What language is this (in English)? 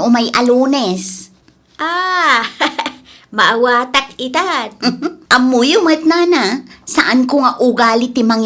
Iloko